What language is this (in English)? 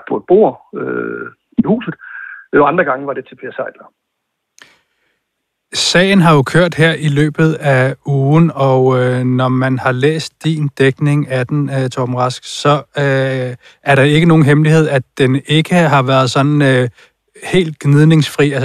Danish